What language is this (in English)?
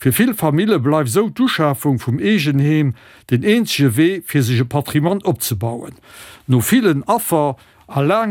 Luxembourgish